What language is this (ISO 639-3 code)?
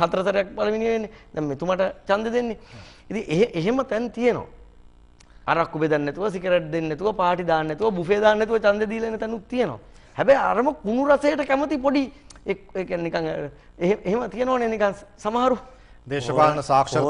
sin